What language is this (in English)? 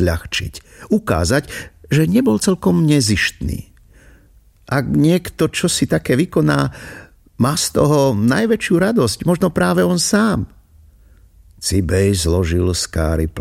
Slovak